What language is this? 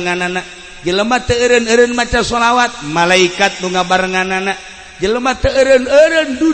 Sundanese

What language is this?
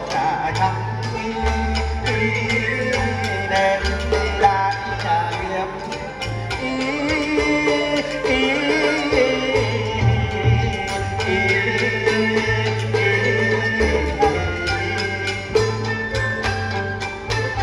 Vietnamese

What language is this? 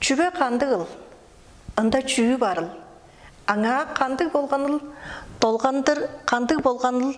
Tuvinian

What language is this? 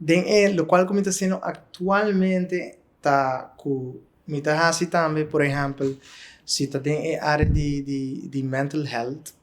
Papiamento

